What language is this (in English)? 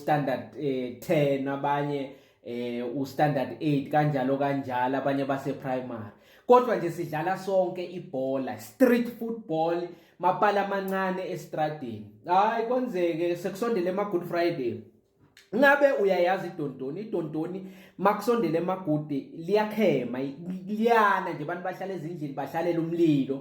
Zulu